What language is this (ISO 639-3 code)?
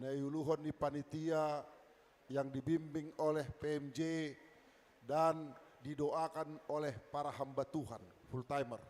bts